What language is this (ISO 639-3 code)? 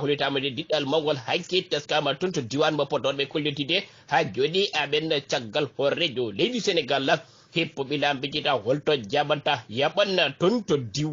ful